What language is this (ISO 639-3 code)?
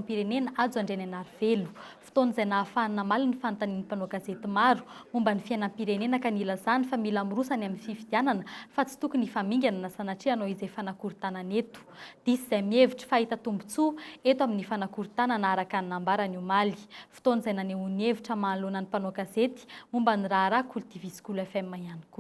mlg